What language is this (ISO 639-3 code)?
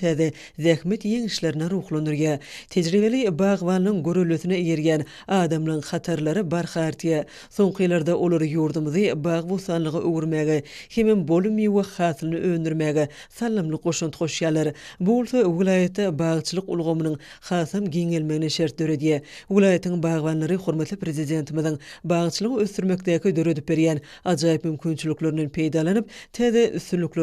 tuk